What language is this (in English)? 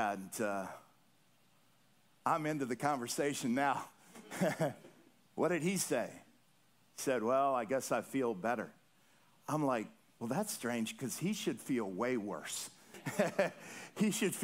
English